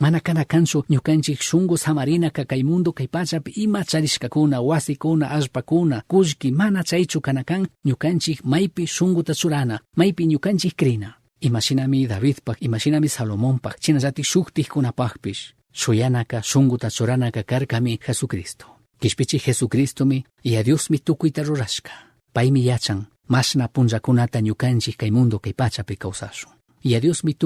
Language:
Chimborazo Highland Quichua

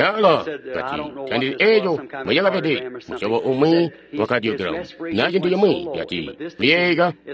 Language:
Tonga (Zambia)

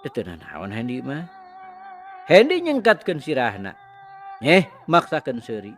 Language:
Sundanese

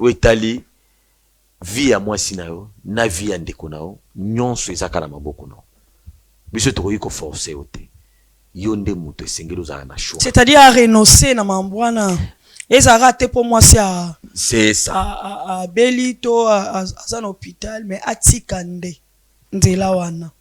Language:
Lingala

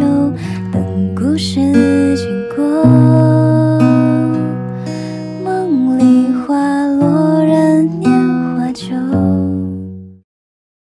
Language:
Chinese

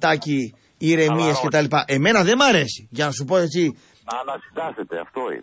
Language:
Greek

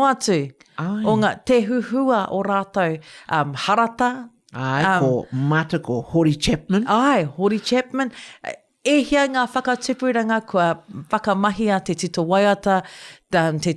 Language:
Māori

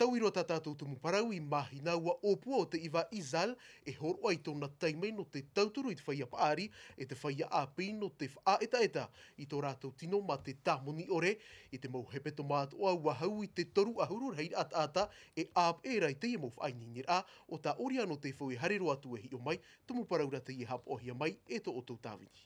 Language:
Tahitian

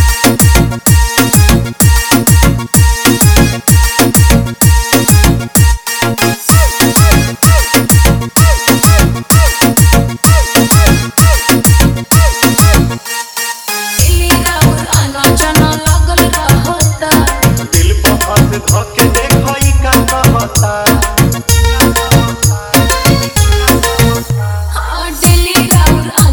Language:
Bhojpuri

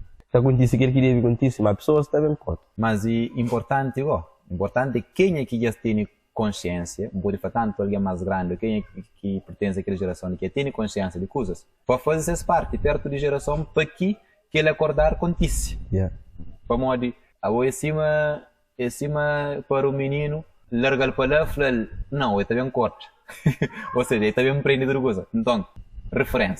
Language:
Kabuverdianu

